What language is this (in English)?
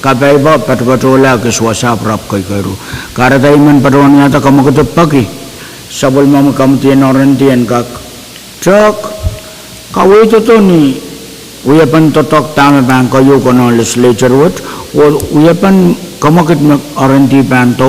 Pohnpeian